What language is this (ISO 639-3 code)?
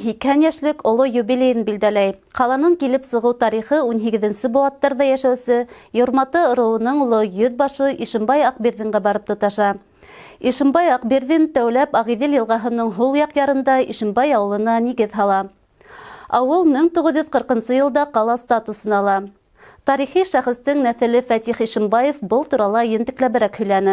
bak